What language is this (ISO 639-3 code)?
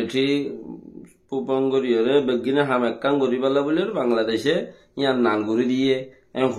rhg